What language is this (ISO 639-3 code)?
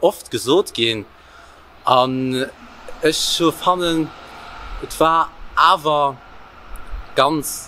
ltz